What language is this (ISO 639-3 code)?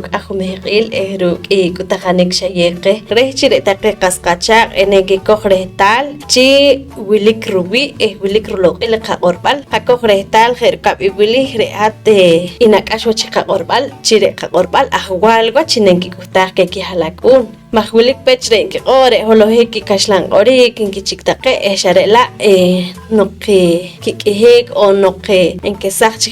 poh